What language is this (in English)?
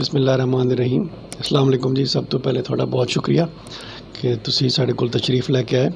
Saraiki